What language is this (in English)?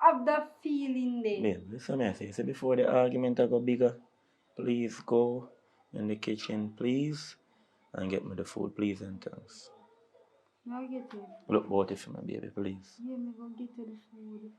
Jamaican Creole English